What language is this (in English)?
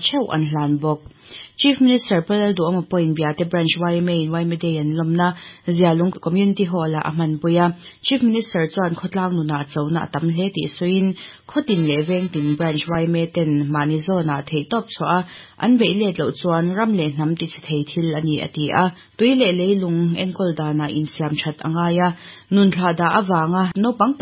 Mizo